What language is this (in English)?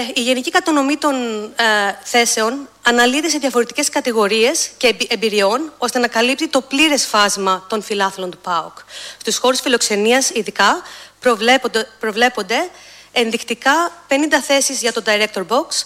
Greek